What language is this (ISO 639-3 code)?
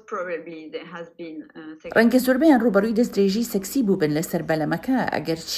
ckb